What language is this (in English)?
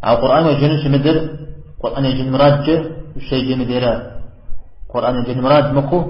Kabardian